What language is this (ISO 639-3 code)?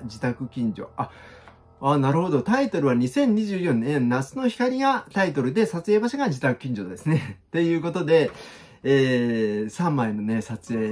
jpn